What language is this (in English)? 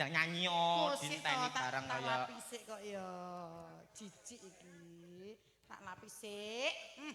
Javanese